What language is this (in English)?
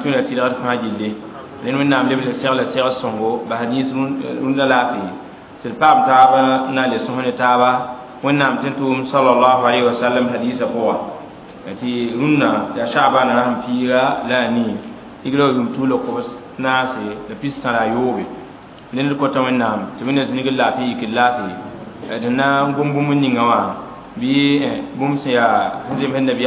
Mossi